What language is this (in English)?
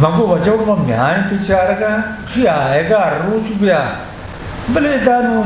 Eastern Balochi